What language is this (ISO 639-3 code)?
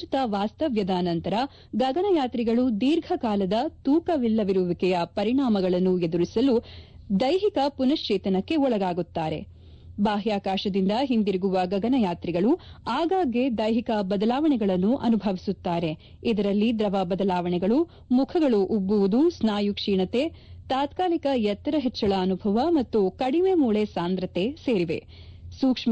kan